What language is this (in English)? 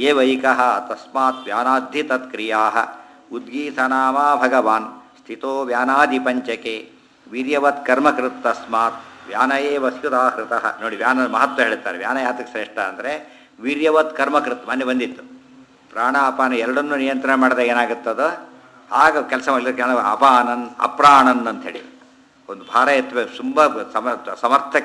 Kannada